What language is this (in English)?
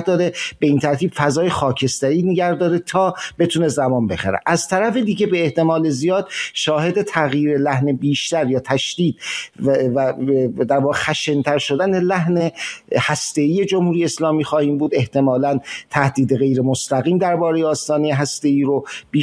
Persian